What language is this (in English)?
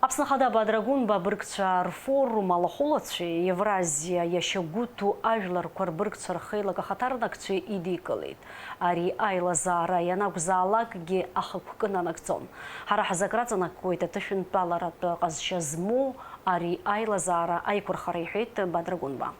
Abkhazian